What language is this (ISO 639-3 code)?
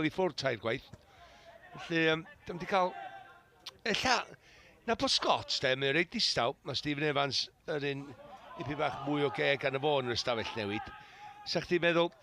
cym